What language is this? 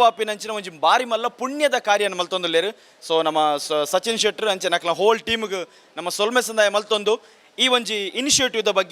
Tulu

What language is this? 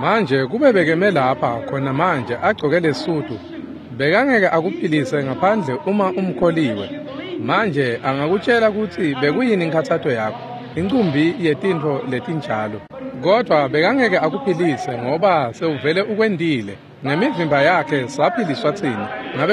Swati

